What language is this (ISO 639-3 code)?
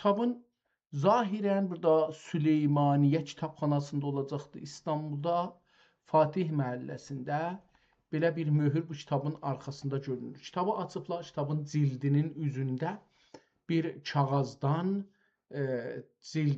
azb